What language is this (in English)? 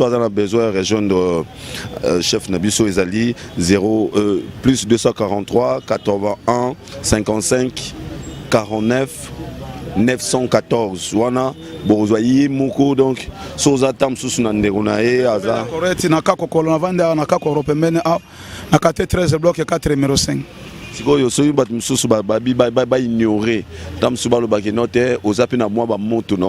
Lingala